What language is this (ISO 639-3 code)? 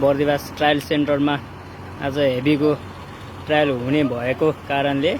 nep